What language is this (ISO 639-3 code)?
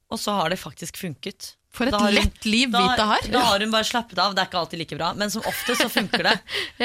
nor